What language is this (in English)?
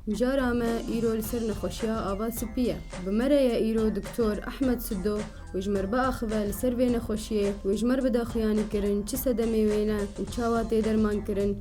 Kurdish